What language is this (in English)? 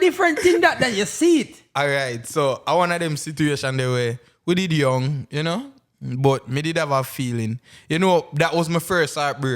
Jamaican Creole English